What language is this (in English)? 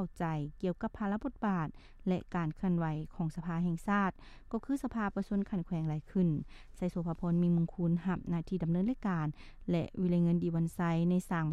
Lao